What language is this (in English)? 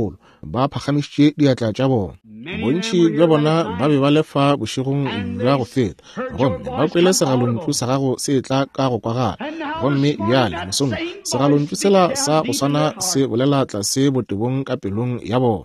Northern Sotho